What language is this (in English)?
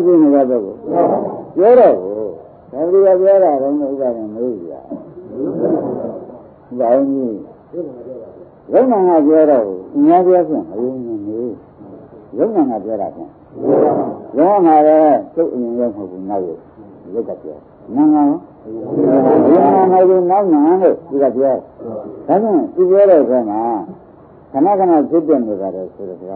Burmese